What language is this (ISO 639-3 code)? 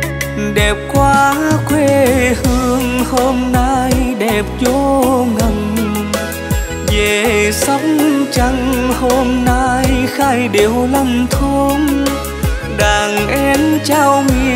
vie